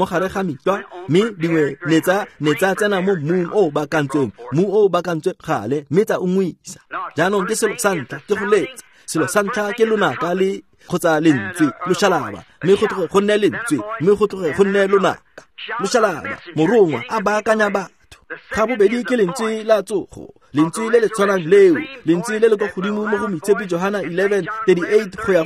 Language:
Tswana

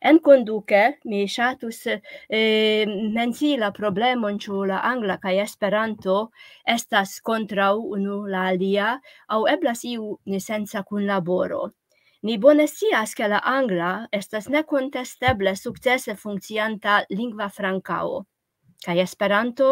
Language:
Esperanto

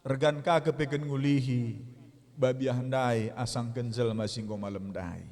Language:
Batak Karo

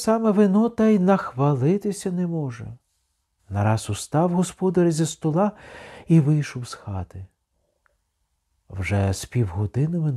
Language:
Ukrainian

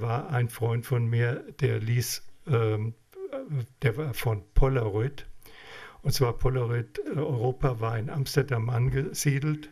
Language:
German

